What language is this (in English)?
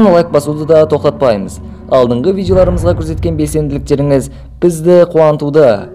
Kazakh